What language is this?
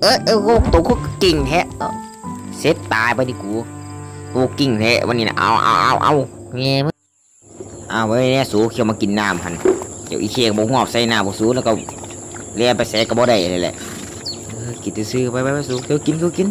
Lao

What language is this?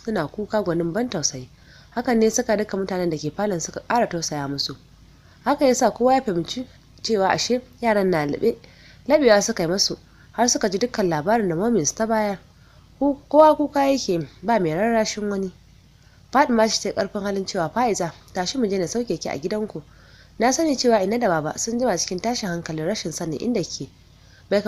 Hausa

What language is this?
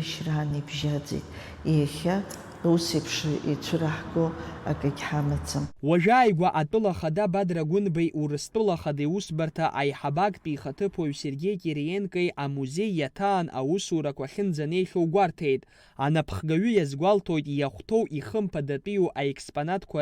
Abkhazian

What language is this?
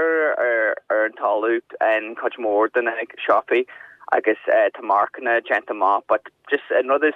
Irish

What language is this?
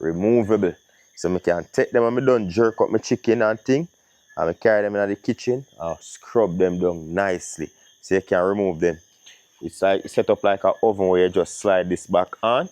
Jamaican Creole English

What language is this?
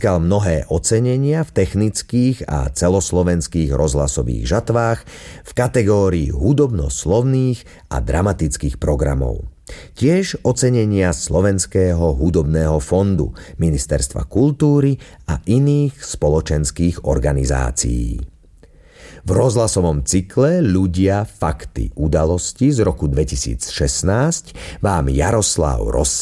Slovak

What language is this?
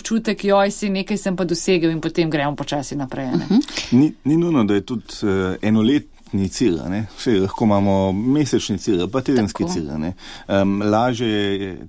Slovenian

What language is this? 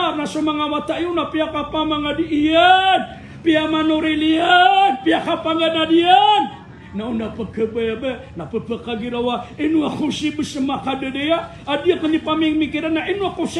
Maranao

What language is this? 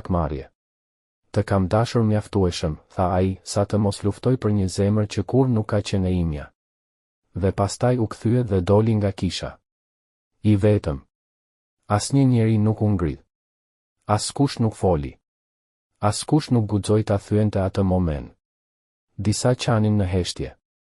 Albanian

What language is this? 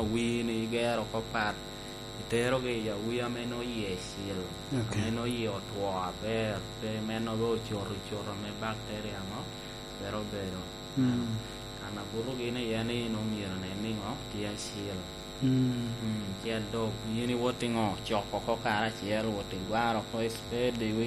Lango (Uganda)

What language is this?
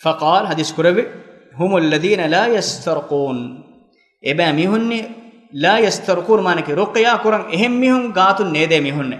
Divehi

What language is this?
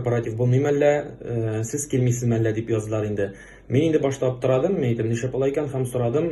Tatar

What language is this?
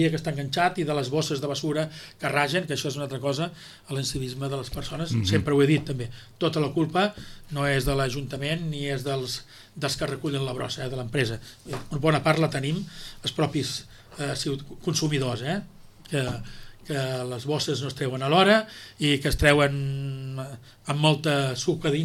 Catalan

